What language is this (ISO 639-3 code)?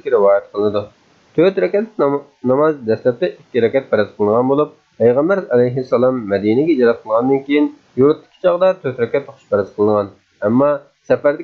uig